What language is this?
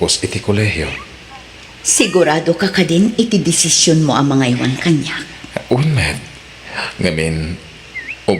Iloko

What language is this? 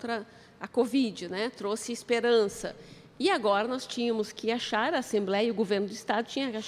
Portuguese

